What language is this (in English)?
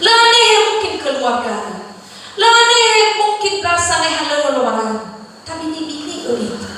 Nias